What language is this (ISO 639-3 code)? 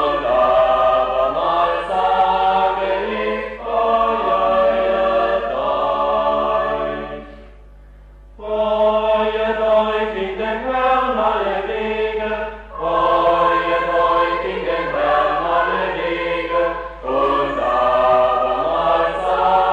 deu